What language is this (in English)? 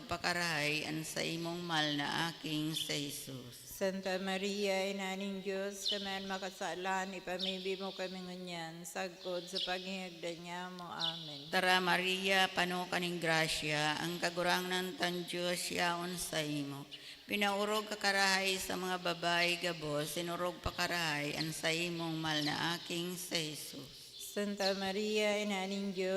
Bikol